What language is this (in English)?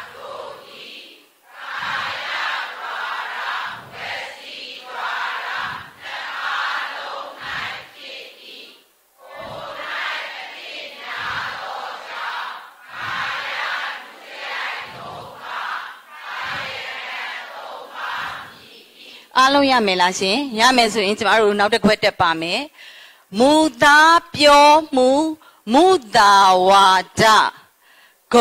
Burmese